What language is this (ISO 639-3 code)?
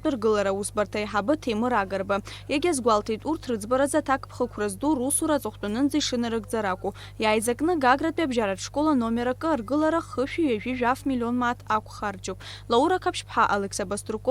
abk